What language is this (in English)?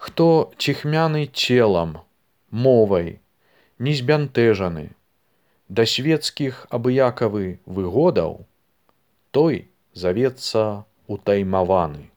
Belarusian